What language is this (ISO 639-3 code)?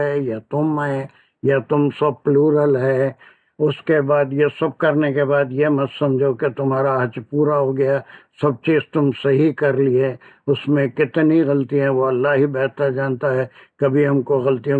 urd